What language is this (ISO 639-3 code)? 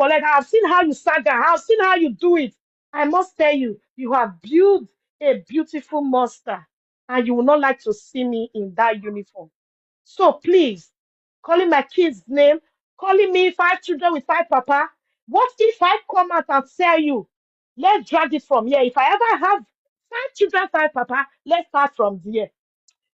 pcm